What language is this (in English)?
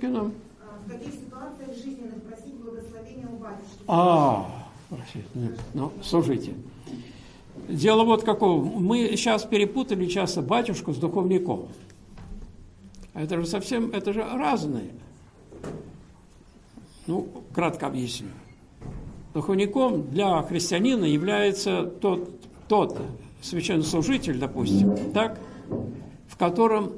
Russian